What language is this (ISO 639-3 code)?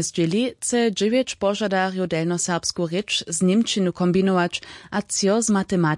hsb